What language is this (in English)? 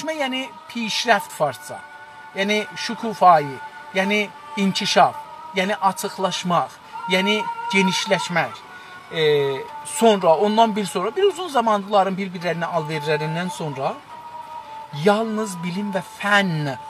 South Azerbaijani